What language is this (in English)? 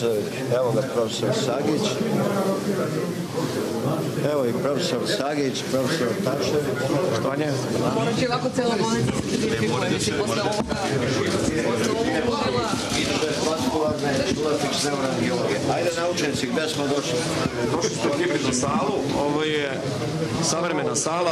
Serbian